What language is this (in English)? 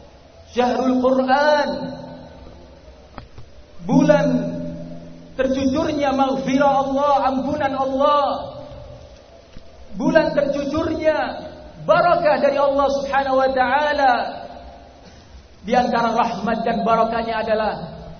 Indonesian